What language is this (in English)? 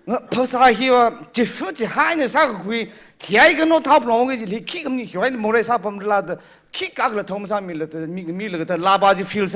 Tangkhul Naga (India)